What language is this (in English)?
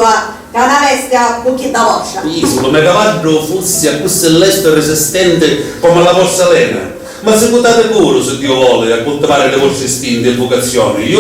Sicilian